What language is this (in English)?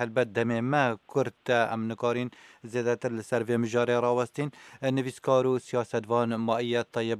Kurdish